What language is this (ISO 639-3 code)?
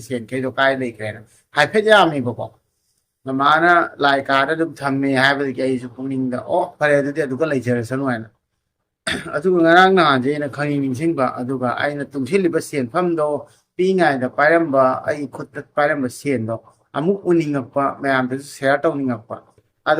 mni